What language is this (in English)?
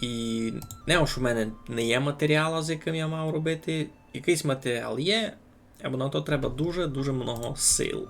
Rusyn